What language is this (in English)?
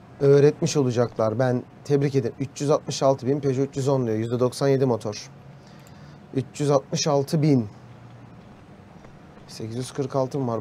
Turkish